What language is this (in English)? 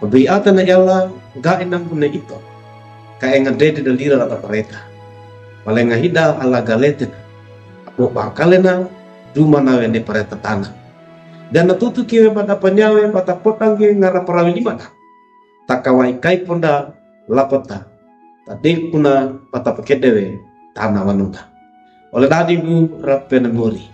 Wejewa